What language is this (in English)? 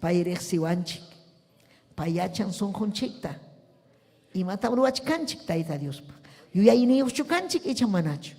Ayacucho Quechua